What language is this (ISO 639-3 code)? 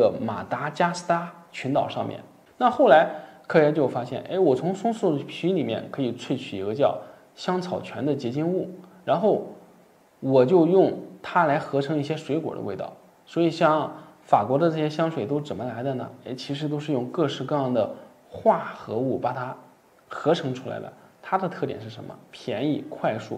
zho